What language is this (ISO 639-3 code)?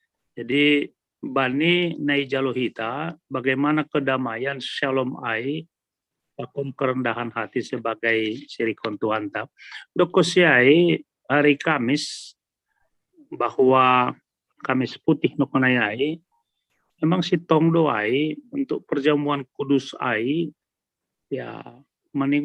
bts